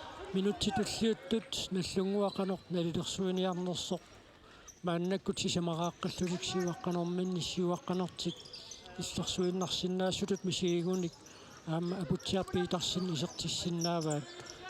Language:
Kalaallisut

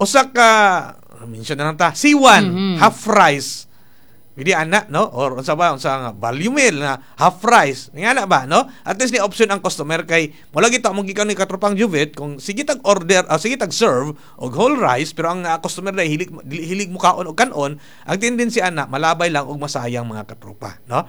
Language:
Cebuano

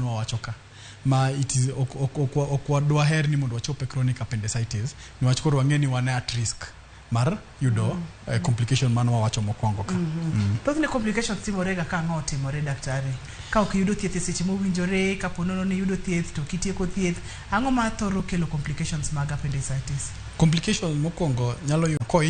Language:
Luo (Kenya and Tanzania)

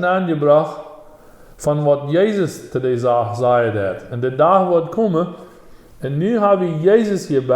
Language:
Plautdietsch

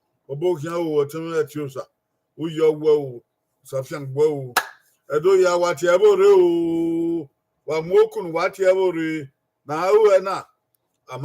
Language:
Bini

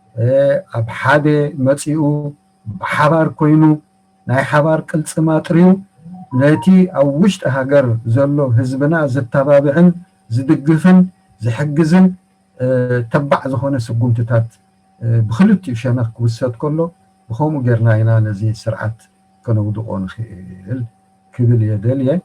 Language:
Tigrinya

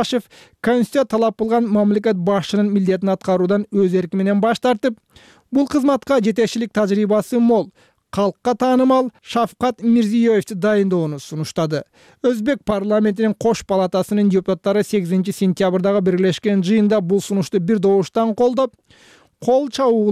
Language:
Kyrgyz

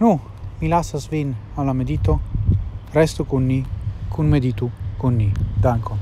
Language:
Esperanto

